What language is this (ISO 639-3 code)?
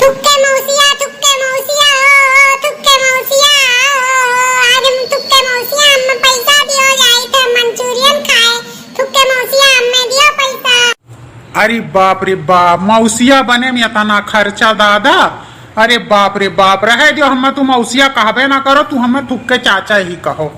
awa